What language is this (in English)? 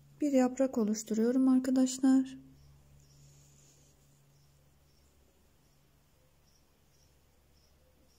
Turkish